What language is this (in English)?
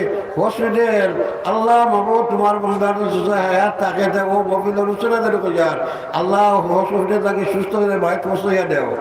Sylheti